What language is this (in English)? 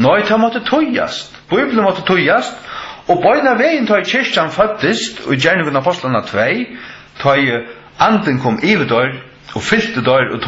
Faroese